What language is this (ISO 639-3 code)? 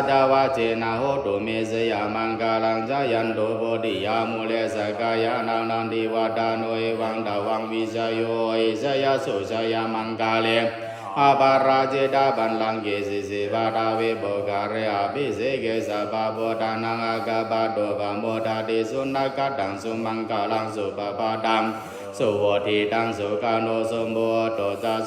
pli